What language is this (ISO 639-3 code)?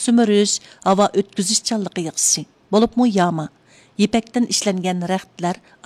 uig